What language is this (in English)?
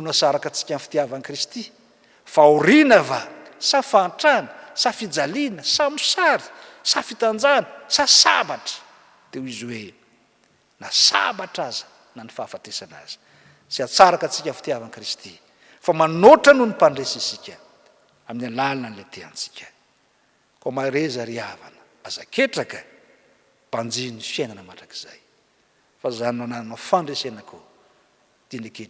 Malagasy